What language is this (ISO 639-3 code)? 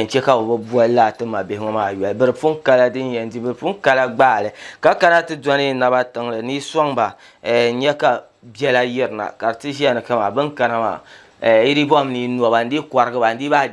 dag